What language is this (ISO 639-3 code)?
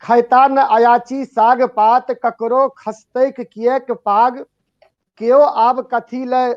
mai